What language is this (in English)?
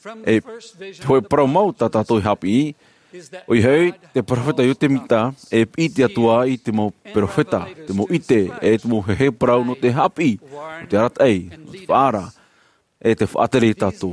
Tahitian